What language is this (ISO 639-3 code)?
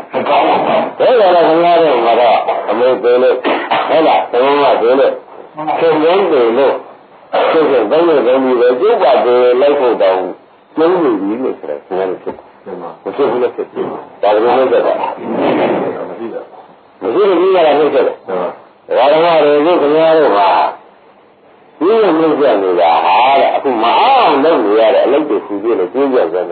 mya